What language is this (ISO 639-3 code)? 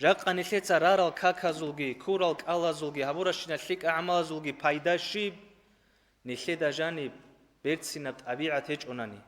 ava